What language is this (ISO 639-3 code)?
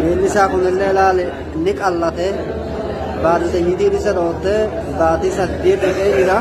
orm